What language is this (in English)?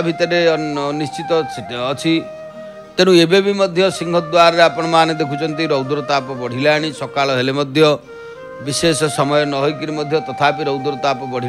Odia